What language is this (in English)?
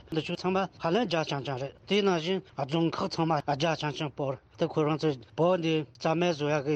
Tibetan